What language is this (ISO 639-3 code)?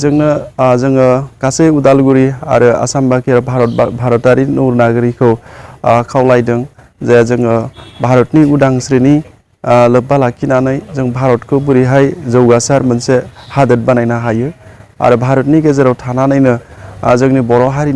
brx